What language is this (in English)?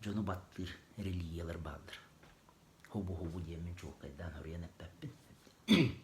Yakut